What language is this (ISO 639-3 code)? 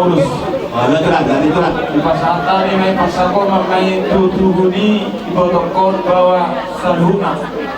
bbc